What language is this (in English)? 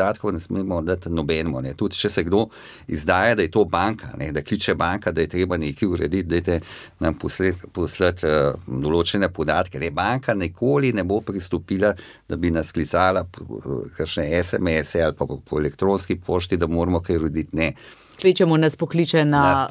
Slovenian